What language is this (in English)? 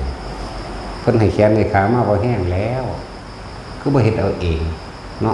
Northeastern Thai